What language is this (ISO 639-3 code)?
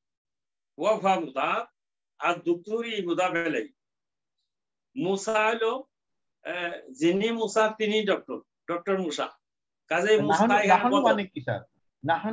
ben